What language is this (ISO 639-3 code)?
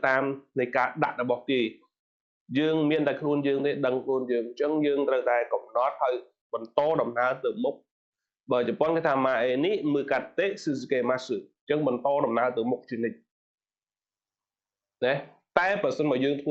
khm